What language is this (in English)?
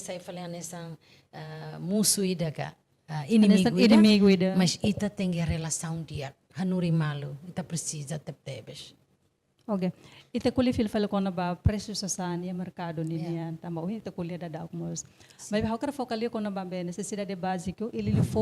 Tetum